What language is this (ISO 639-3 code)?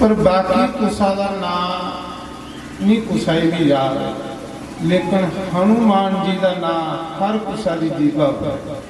doi